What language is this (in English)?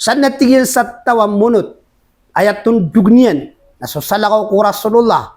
Maranao